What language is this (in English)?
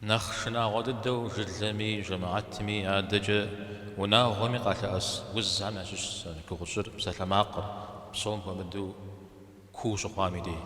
Kabardian